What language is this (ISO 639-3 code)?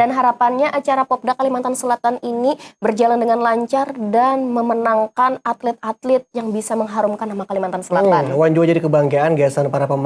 bjn